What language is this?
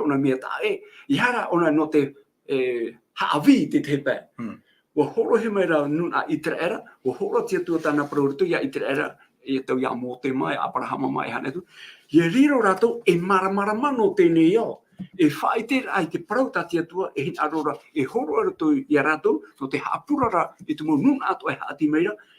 Tahitian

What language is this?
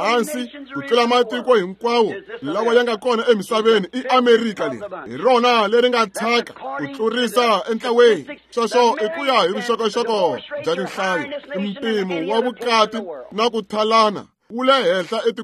Tsonga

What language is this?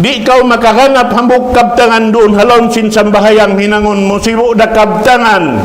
Tausug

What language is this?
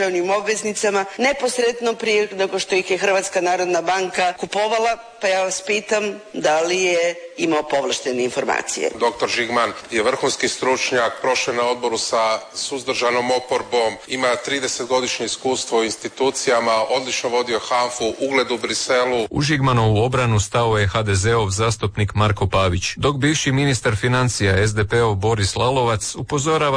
Croatian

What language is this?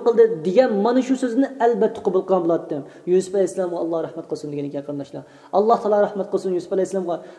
Uyghur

